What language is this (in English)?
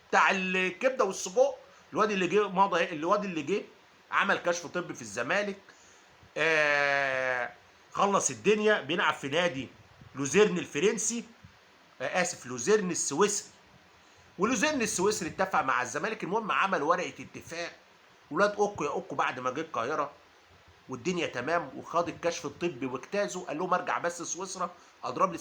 Egyptian Arabic